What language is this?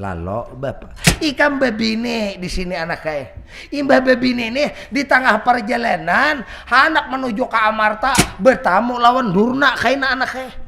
Banjar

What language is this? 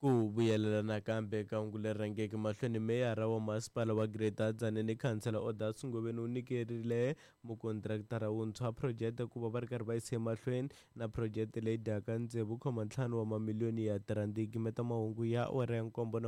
Tsonga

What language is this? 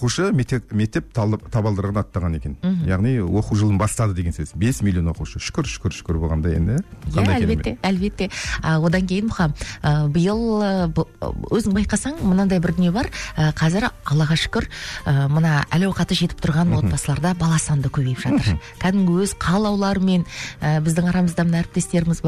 Kazakh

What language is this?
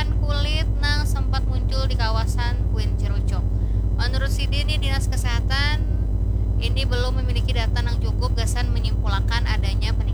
Banjar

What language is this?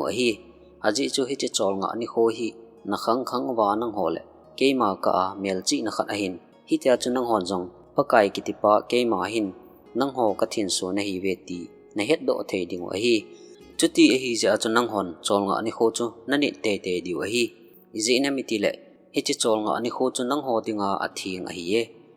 Thado Chin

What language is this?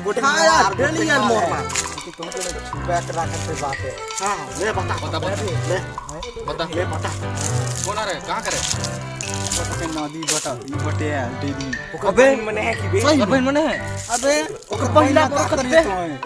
Chhattisgarhi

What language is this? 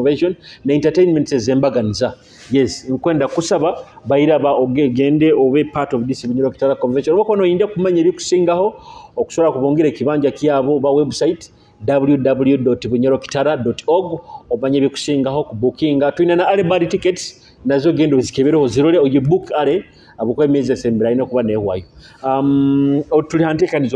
Nyoro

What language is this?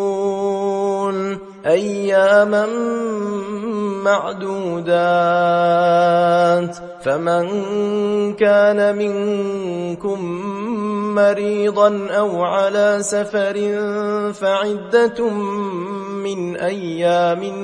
Arabic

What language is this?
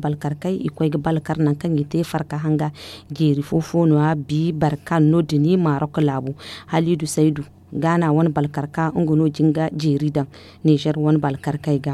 Zarma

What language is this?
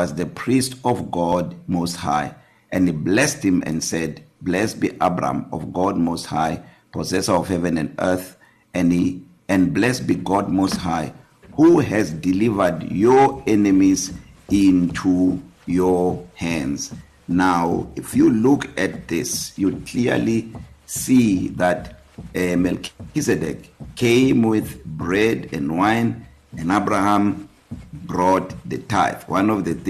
English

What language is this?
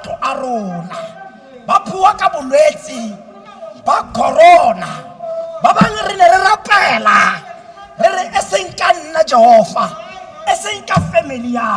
Tswana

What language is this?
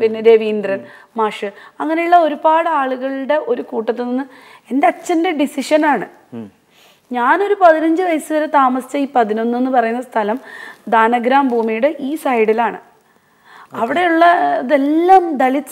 Malayalam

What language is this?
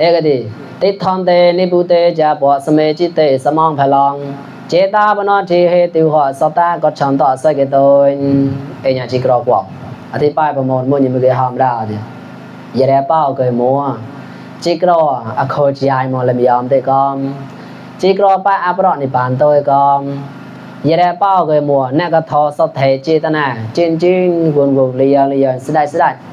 Mon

